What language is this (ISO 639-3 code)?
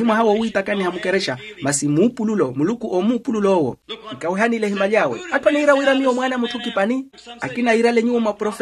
vmw